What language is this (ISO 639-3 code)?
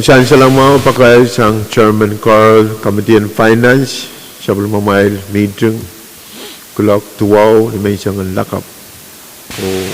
pon